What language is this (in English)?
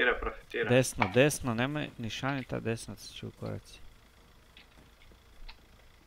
Croatian